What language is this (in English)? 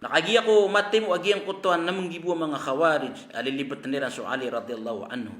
Maranao